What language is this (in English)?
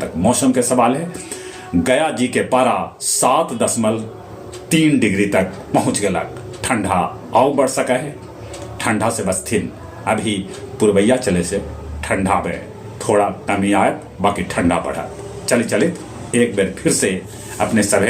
Magahi